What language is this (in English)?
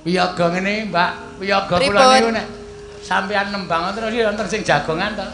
Javanese